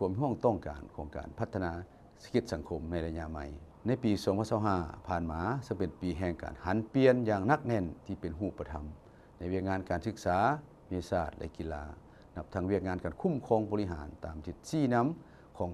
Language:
Lao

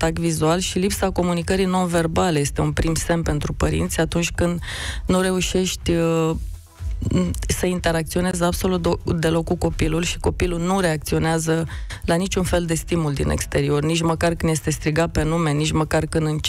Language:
Romanian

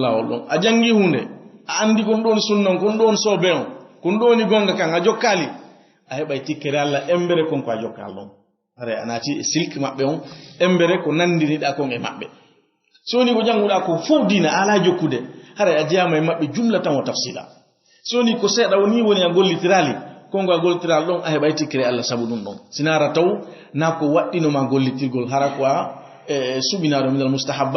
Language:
Fula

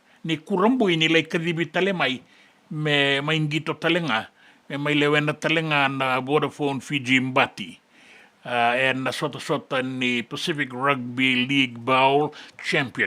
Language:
Fijian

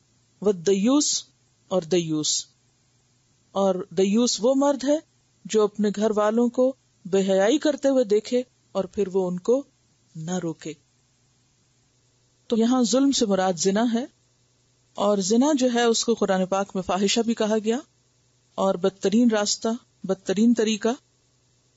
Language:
Urdu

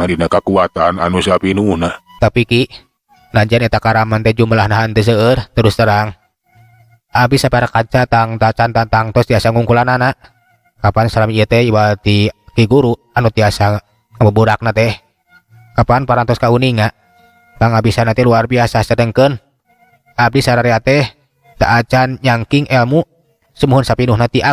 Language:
Sundanese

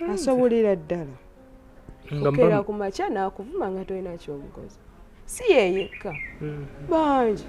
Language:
Ganda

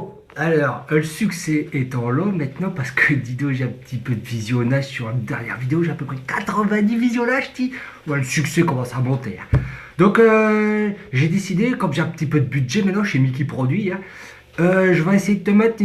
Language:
Picard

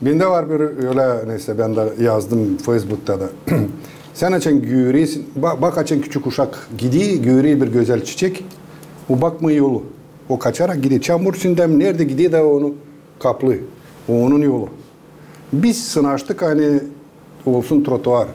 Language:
Gagauz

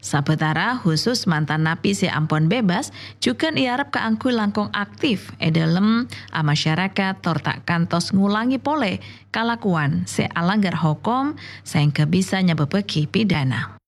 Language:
Madurese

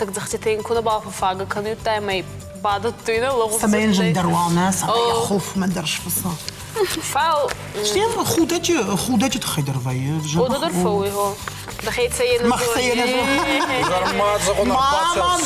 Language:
Ossetic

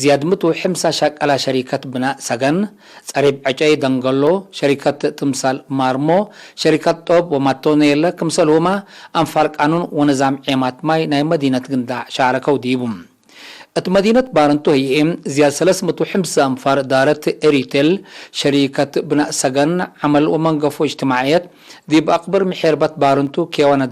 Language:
Tigre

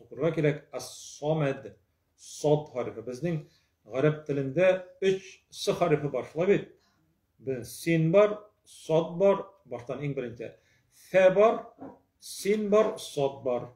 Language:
Tatar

